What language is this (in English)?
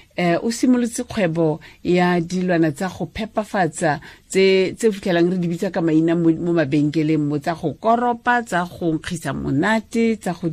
Tswana